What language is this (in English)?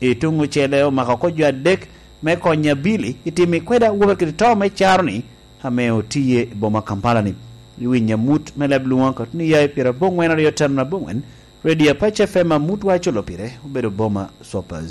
Lango (Uganda)